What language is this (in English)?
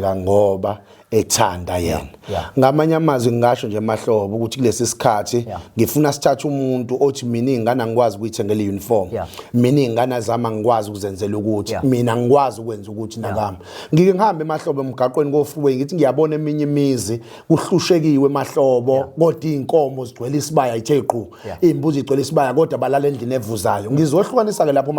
Zulu